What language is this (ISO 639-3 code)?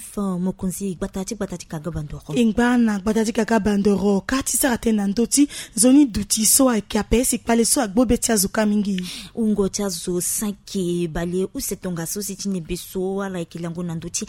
sag